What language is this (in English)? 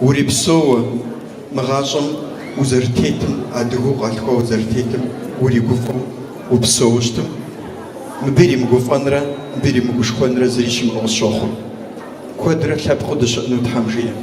Kabardian